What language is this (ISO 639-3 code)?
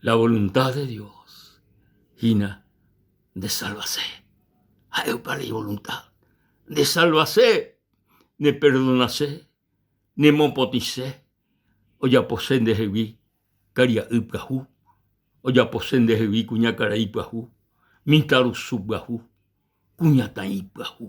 grn